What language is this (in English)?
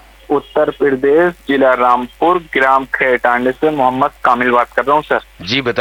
Hindi